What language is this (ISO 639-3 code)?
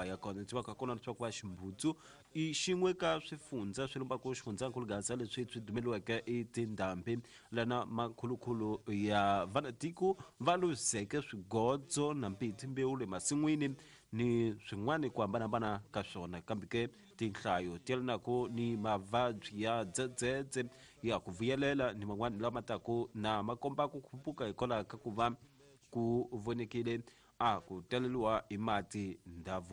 tso